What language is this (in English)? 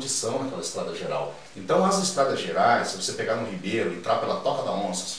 Portuguese